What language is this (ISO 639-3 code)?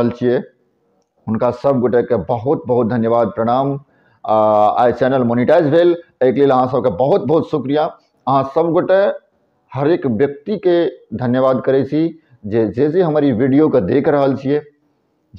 mai